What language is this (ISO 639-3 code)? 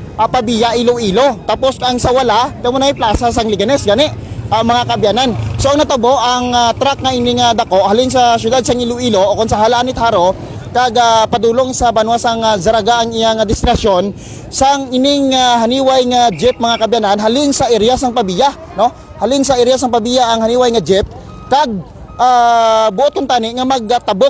hil